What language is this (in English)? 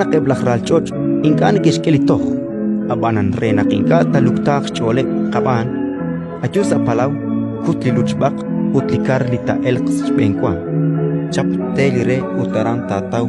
Kekchí